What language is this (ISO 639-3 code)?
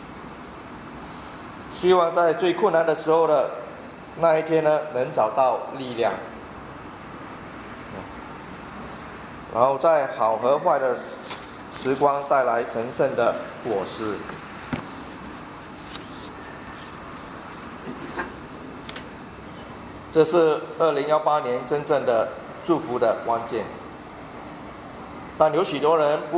zho